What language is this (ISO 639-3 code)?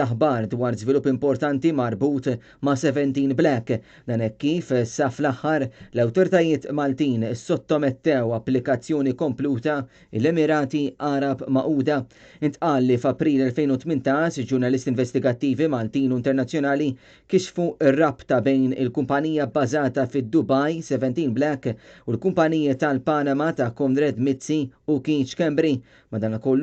mlt